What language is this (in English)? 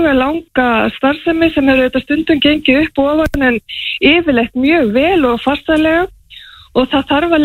Icelandic